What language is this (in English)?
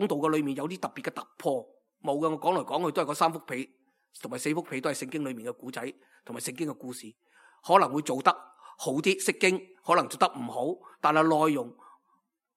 Cantonese